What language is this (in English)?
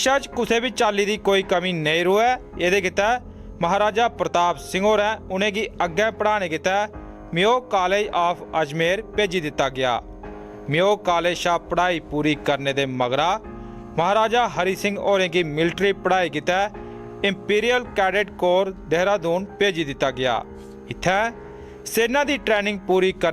Dogri